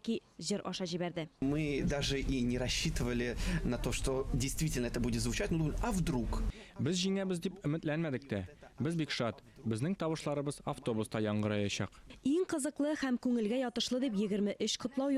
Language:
Tatar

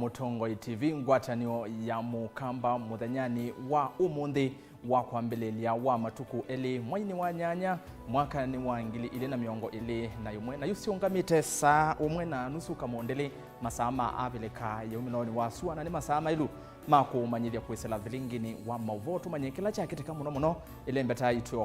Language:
Kamba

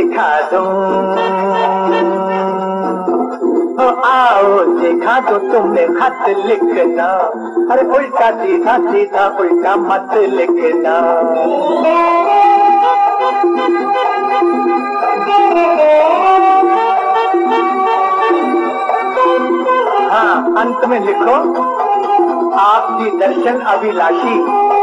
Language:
Hindi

